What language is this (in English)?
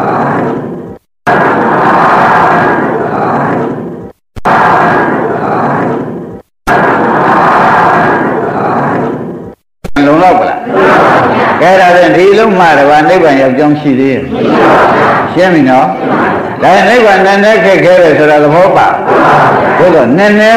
Burmese